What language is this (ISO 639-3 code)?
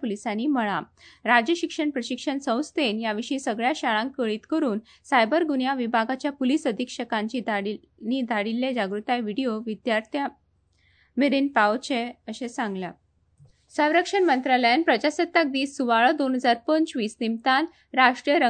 kok